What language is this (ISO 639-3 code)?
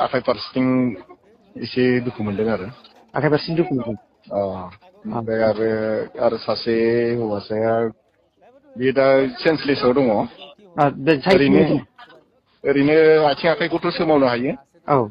brx